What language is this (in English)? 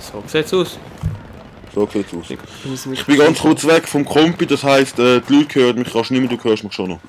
Swiss German